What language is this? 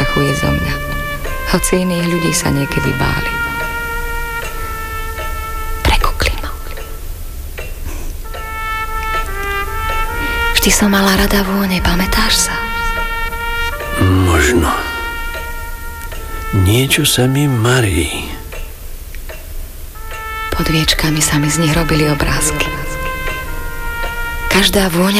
Slovak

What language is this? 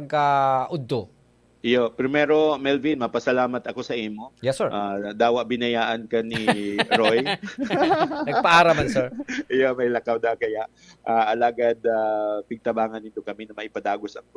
Bikol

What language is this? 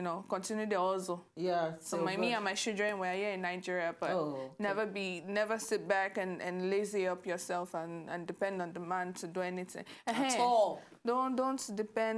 Nigerian Pidgin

